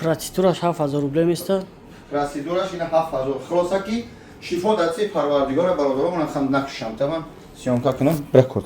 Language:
Tajik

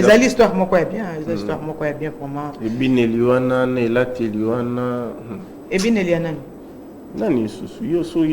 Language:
Lingala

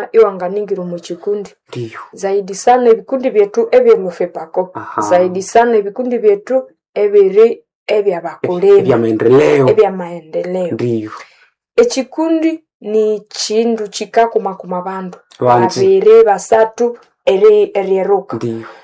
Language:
Nande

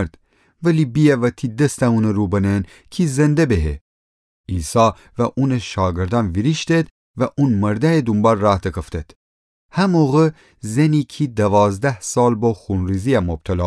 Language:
Gilaki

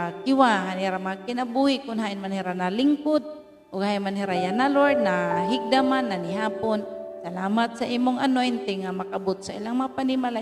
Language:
Waray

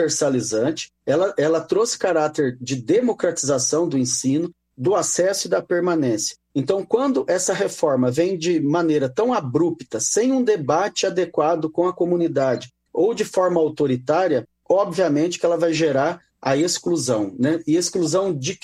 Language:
Portuguese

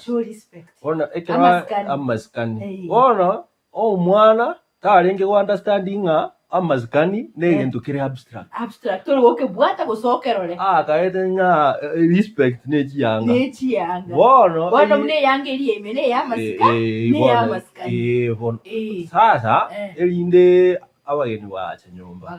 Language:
Gusii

